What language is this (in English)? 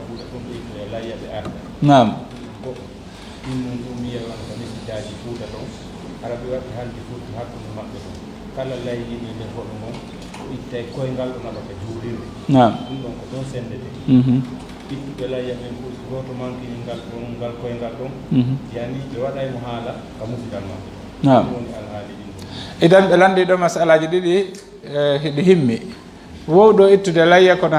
Fula